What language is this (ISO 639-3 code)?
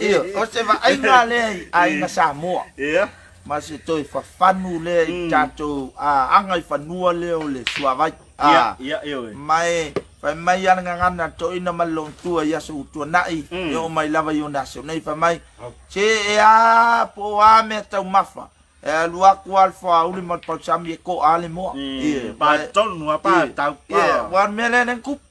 smo